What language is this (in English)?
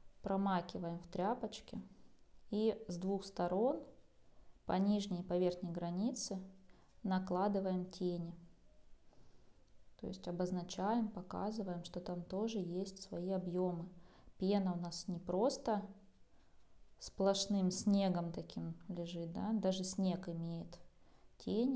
Russian